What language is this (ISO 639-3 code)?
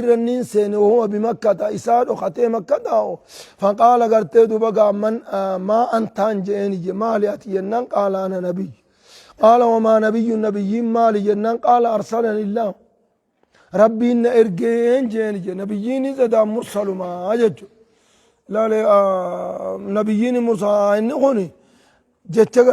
orm